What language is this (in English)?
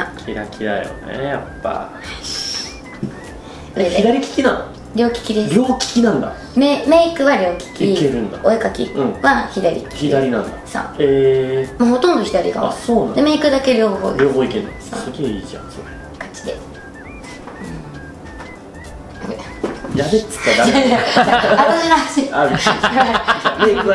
Japanese